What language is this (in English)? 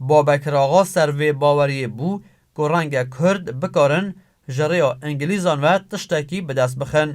Kurdish